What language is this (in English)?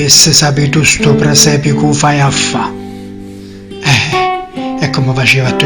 Neapolitan